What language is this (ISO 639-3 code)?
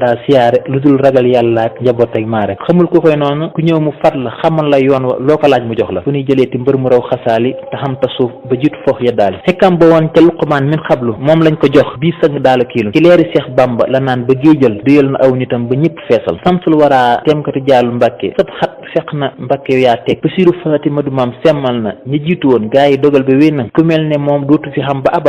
wol